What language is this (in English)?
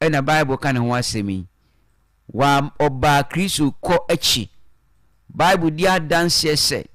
Akan